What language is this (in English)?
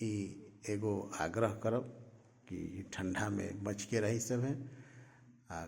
Bhojpuri